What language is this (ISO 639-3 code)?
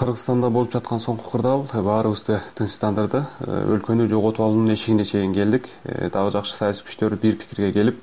kir